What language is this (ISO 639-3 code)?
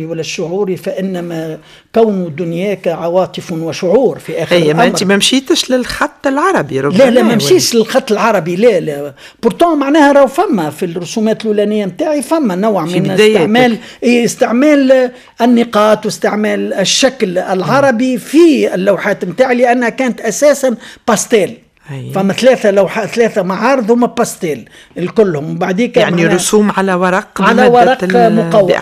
aeb